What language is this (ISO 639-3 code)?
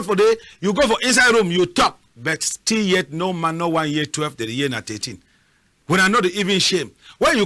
wes